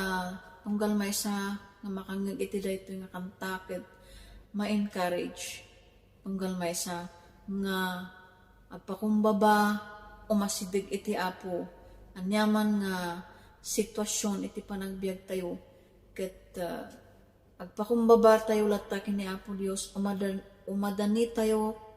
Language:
Iloko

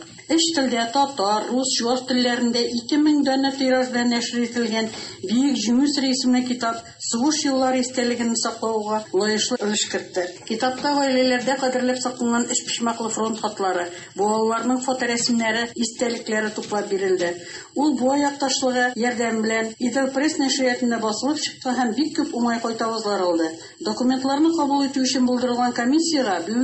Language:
Tatar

